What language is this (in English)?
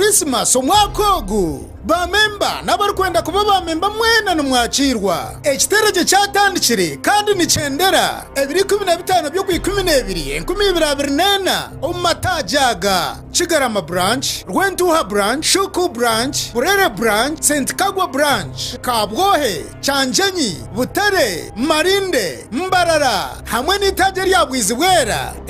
Nyankole